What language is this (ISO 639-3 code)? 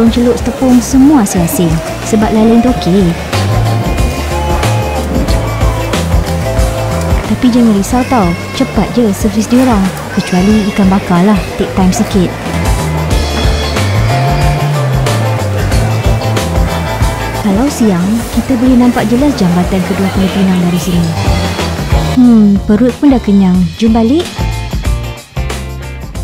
msa